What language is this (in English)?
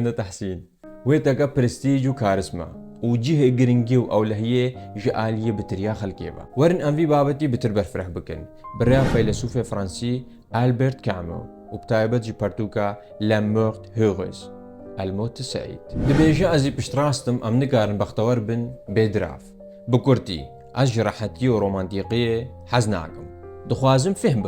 Kurdish